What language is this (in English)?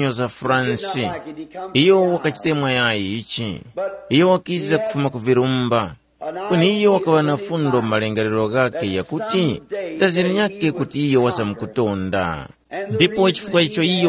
Tumbuka